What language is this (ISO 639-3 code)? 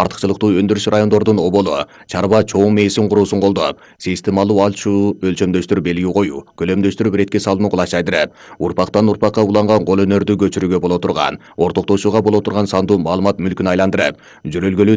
kir